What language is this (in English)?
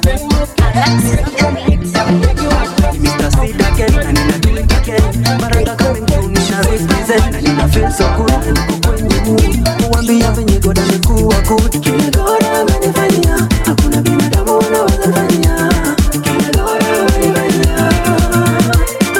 Swahili